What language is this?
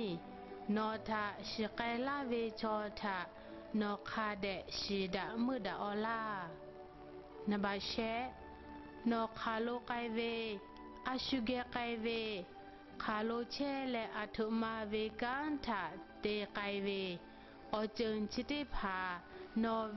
Lahu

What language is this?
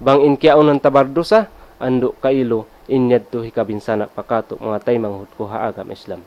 Tausug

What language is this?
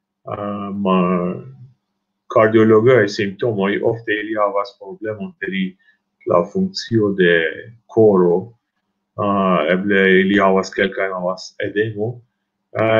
Esperanto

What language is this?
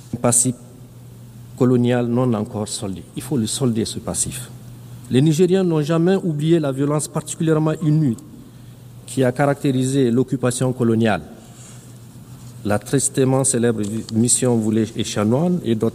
French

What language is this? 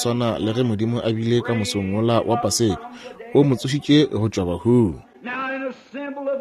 Northern Sotho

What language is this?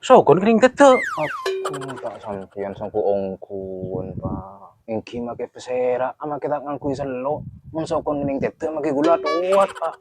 Madurese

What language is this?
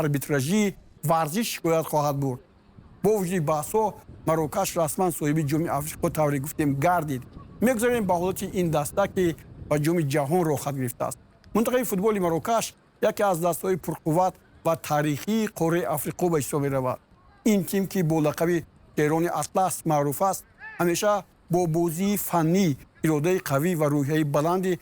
Tajik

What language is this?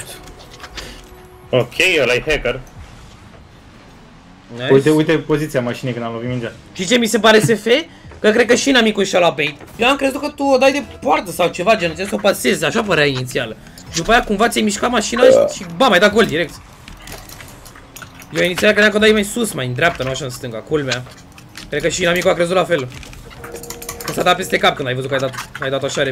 Romanian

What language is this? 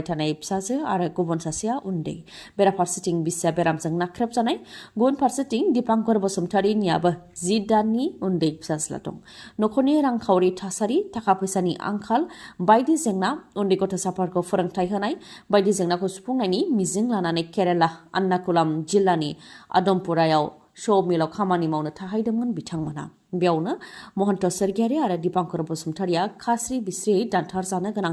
Bodo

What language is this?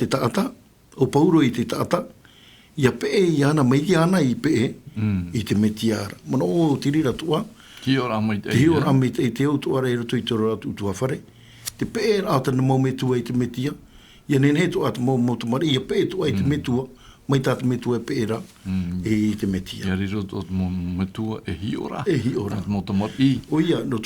Tahitian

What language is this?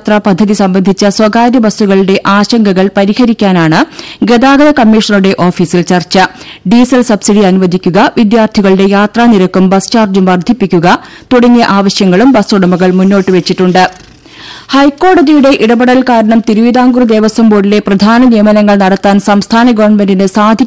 Malayalam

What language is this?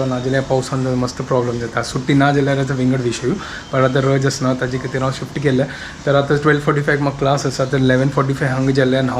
Konkani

